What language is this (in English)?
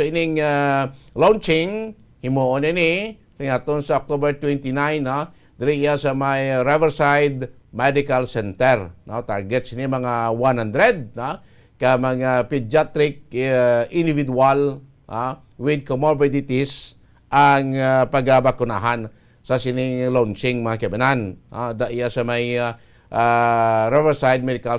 Hiligaynon